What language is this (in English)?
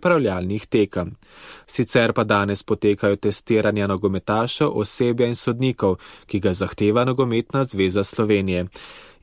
Slovenian